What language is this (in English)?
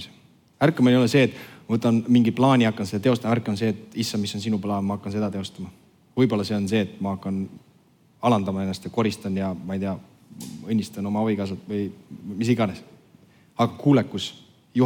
Estonian